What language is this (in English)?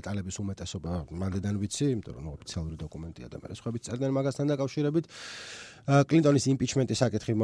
Georgian